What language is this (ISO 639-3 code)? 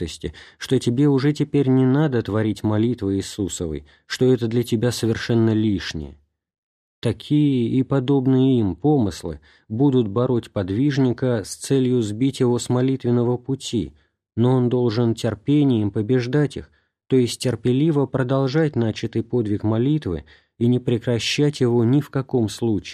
rus